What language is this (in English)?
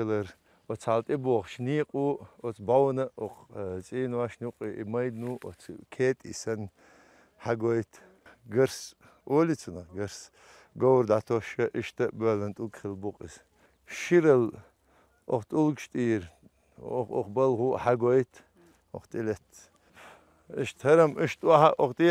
Chechen